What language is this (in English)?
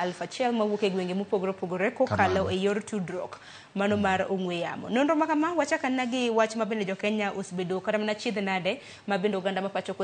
Luo (Kenya and Tanzania)